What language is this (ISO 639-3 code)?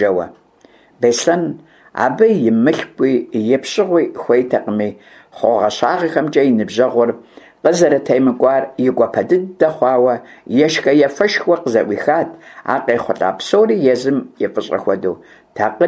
kbd